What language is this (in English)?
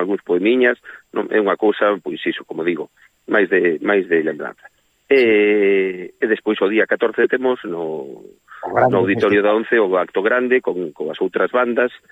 Galician